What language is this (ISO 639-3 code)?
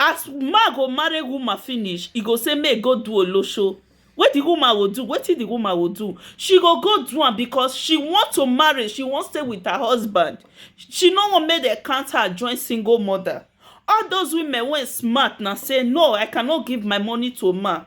pcm